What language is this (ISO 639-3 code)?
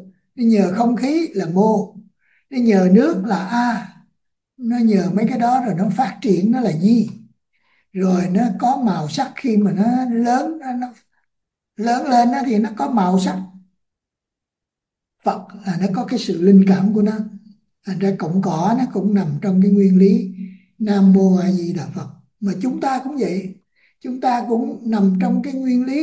vie